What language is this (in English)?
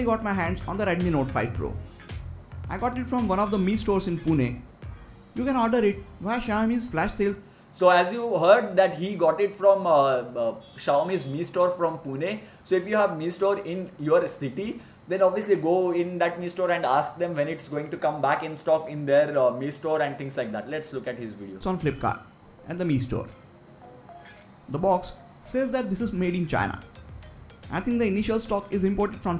English